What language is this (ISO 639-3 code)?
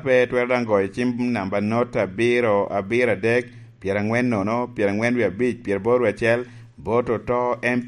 laj